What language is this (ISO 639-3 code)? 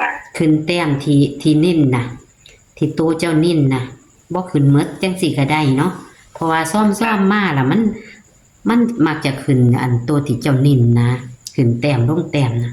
tts